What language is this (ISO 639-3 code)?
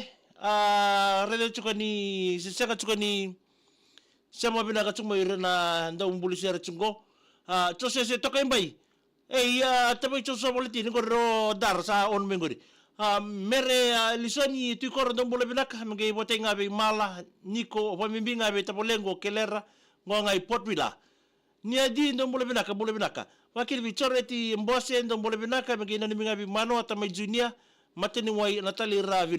fij